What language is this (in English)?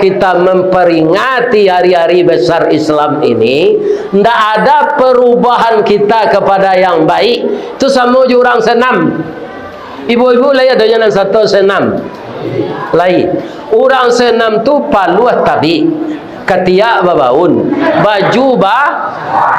Minangkabau